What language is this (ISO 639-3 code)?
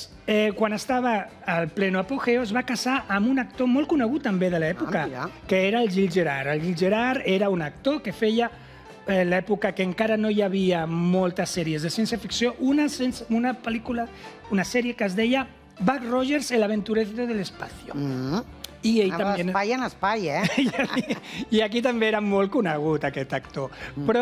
cat